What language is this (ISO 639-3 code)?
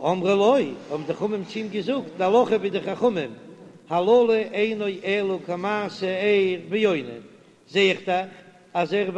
yid